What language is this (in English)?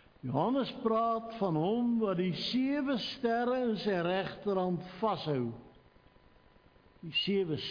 Afrikaans